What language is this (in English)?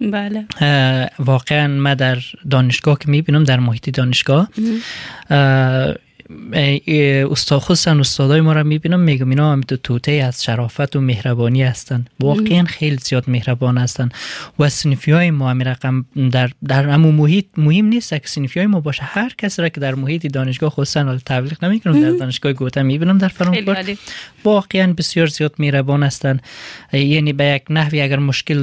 Persian